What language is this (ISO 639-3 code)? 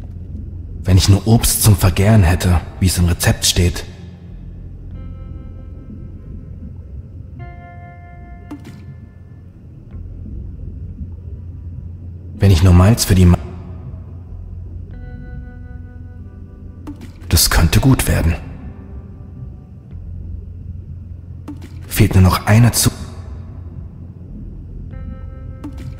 deu